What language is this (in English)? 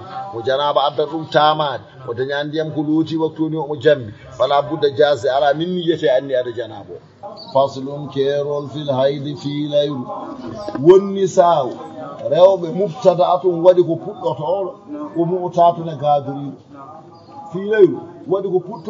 Fula